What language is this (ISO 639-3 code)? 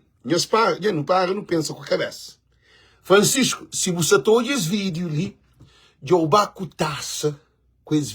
kea